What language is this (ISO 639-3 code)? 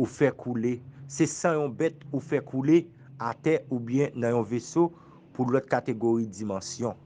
hat